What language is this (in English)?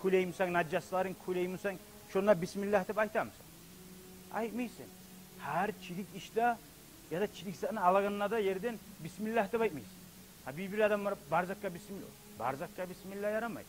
Kumyk